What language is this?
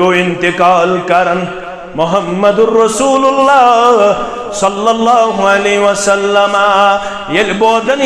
Kashmiri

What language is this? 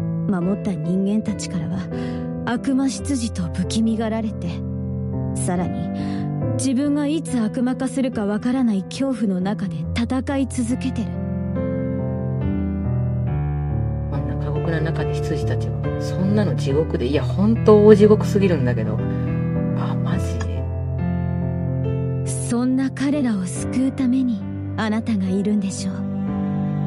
Japanese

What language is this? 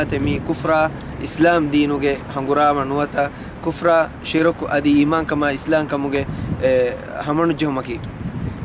Divehi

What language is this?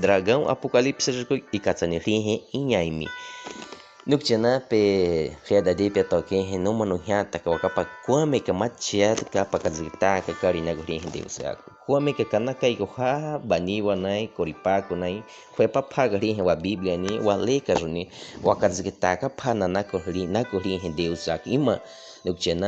Baniwa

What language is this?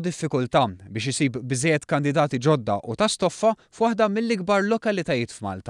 Maltese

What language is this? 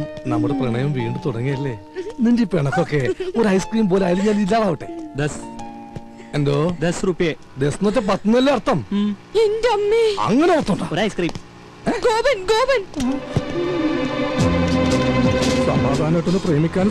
Malayalam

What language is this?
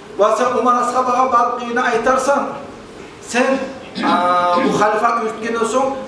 Kumyk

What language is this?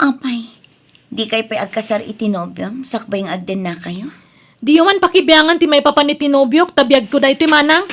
Iloko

